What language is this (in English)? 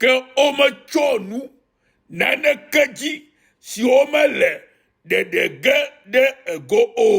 Ewe